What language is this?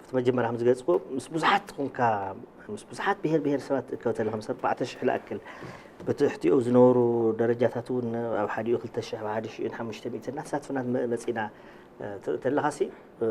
Tigrinya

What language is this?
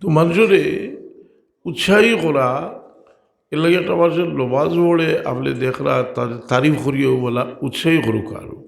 Sylheti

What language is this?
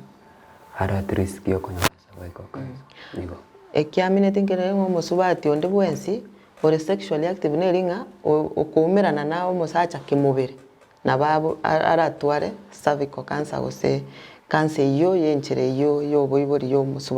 Gusii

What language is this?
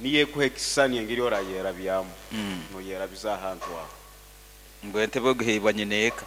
Nyankole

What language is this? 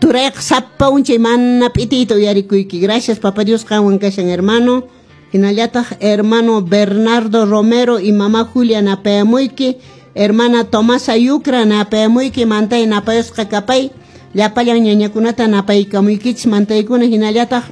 Quechua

